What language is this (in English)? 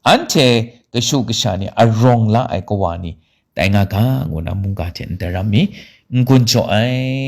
Kachin